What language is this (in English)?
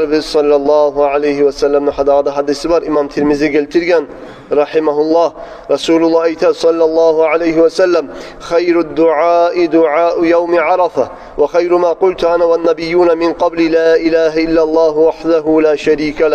Kumyk